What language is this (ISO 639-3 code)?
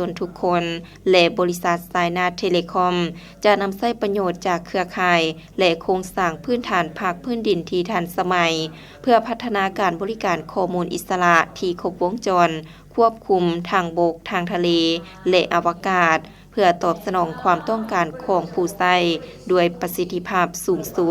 lao